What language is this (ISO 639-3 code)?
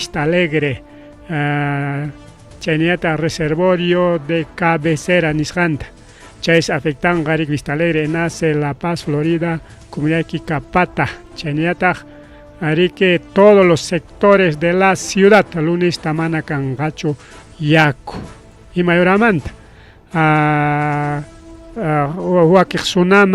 quy